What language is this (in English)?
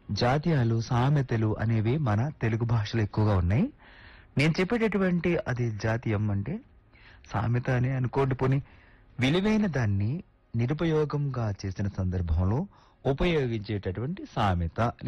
Telugu